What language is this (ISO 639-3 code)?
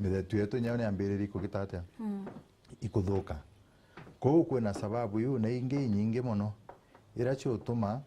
mer